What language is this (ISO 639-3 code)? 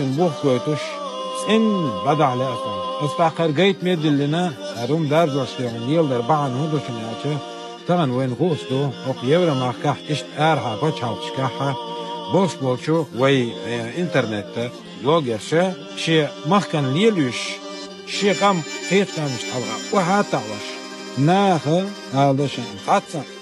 che